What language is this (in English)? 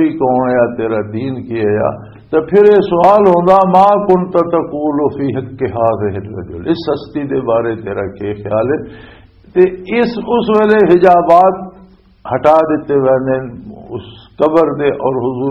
Western Panjabi